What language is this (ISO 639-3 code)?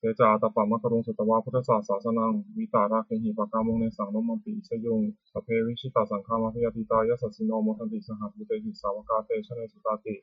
pli